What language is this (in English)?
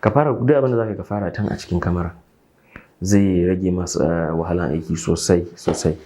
Hausa